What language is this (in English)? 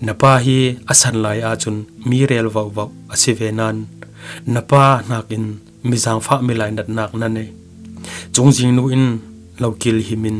Falam Chin